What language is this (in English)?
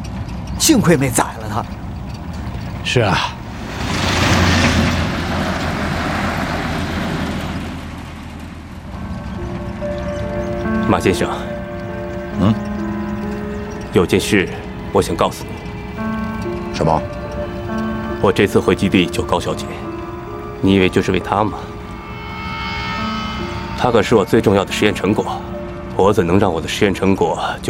Chinese